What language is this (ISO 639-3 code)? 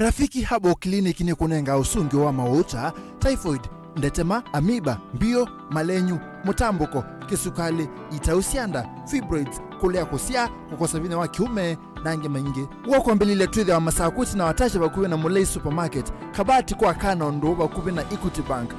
kam